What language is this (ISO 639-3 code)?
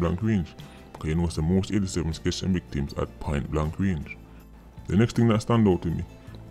jam